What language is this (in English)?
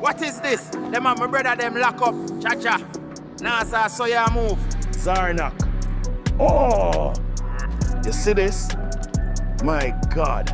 Jamaican Creole English